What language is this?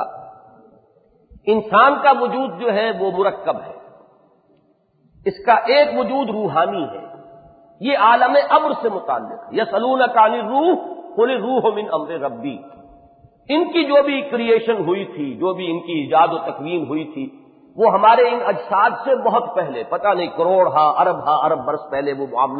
Urdu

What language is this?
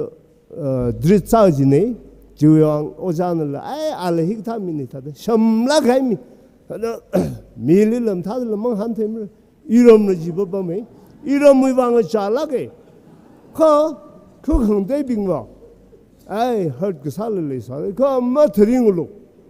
Tangkhul Naga (India)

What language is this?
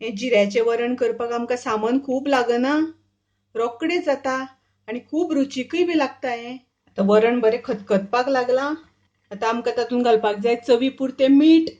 Konkani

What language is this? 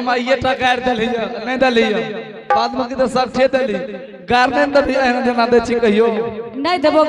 Angika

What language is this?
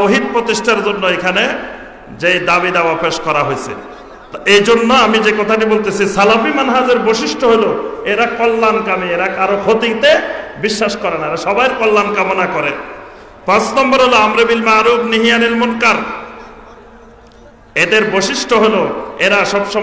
Bangla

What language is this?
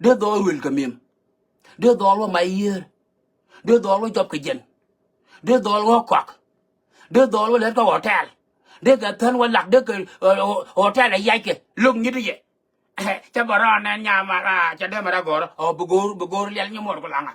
Nuer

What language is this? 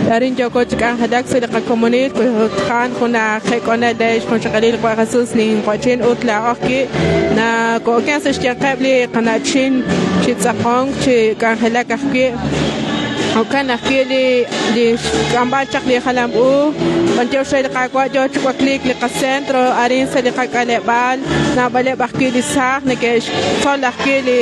Kekchí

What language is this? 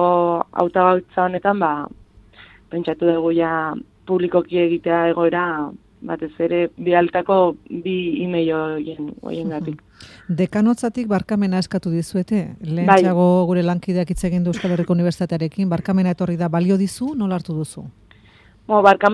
Basque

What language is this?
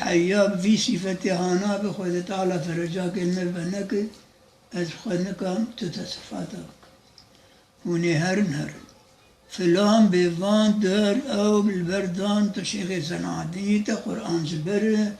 Kurdish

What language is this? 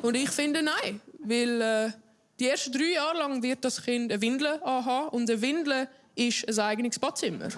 Swiss German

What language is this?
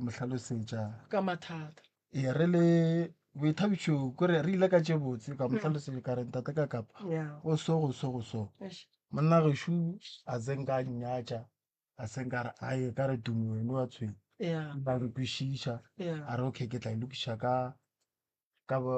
Northern Sotho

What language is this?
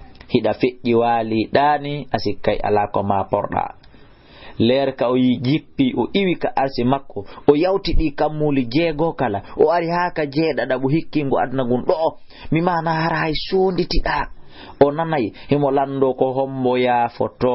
Fula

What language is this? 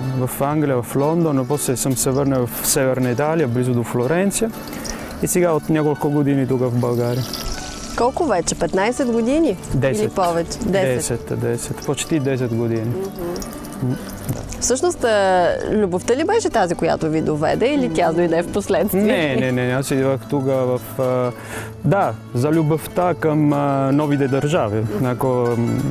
Bulgarian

